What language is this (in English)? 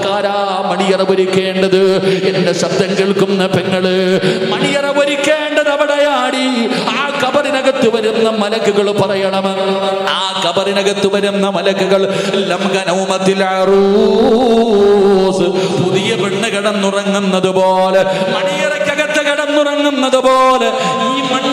Malayalam